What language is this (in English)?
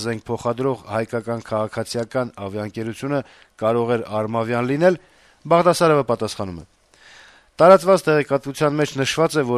Armenian